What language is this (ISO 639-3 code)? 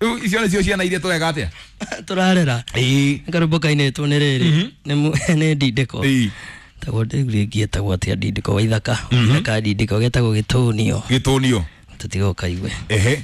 kik